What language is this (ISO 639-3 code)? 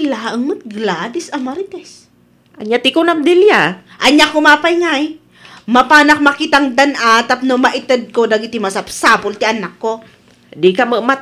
ilo